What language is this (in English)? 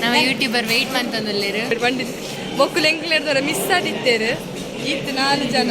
Tulu